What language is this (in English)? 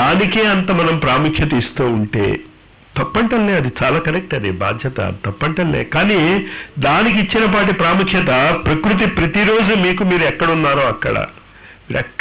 Telugu